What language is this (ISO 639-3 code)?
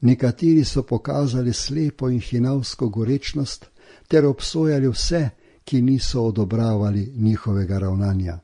slv